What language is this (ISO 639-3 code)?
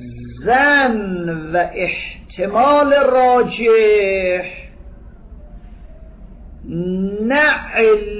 fas